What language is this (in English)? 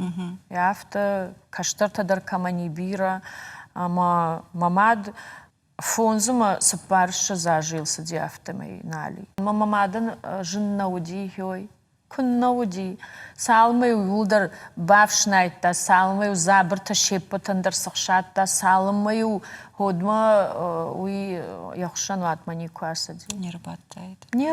Ossetic